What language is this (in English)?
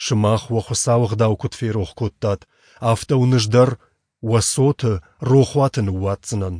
Ossetic